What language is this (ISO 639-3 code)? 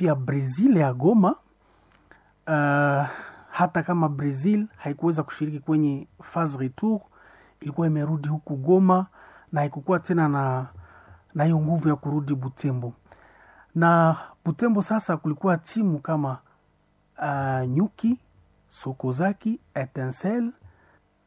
swa